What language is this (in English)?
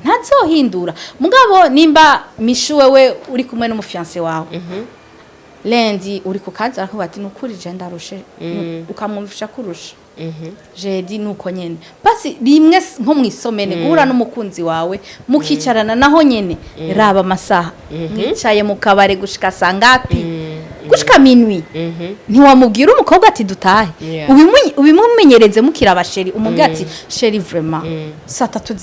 Rundi